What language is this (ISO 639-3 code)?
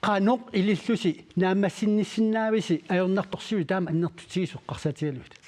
kal